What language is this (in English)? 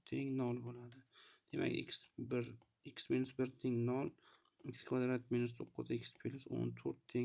Uzbek